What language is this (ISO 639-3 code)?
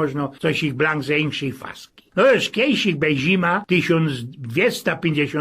szl